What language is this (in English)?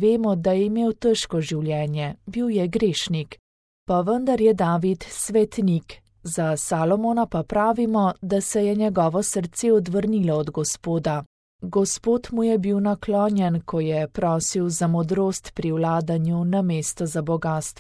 Slovenian